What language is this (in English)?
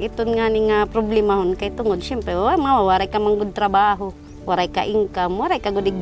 Waray